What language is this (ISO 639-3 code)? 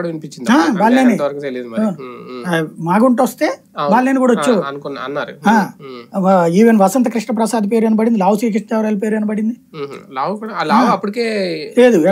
tel